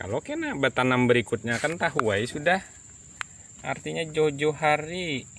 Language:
Banjar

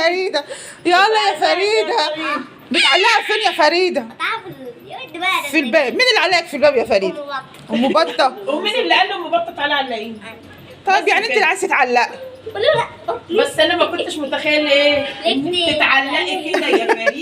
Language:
Egyptian Arabic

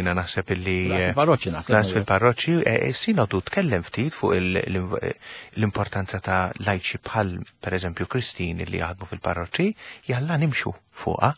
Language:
Maltese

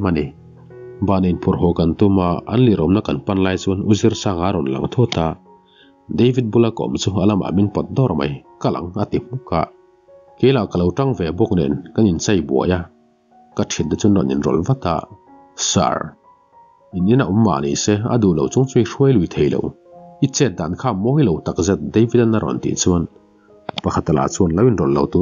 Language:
Mizo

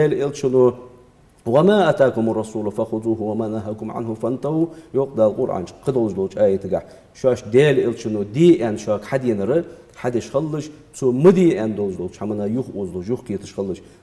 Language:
Ingush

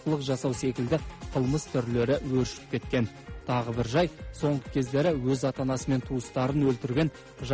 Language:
Kazakh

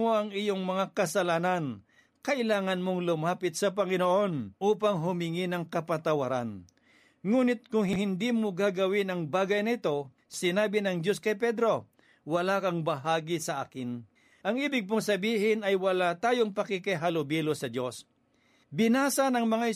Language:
Filipino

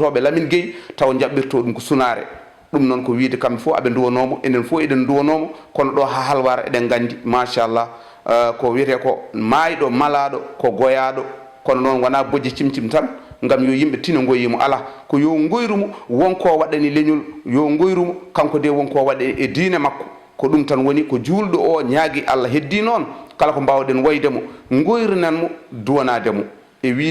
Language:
Fula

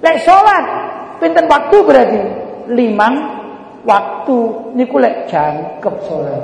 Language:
Javanese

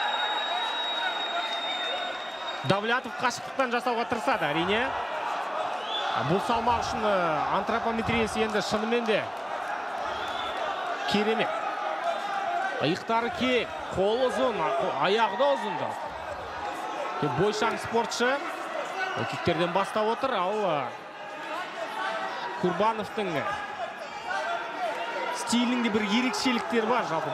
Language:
Kazakh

